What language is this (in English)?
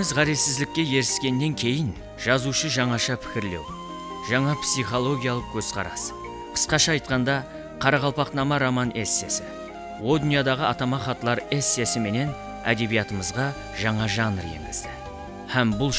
Kara-Kalpak